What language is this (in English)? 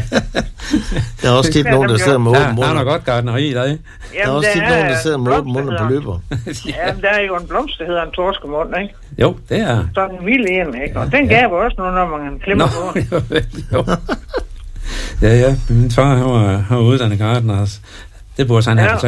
Danish